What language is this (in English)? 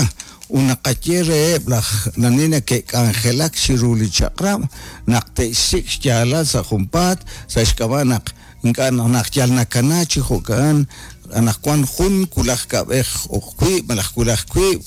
Kekchí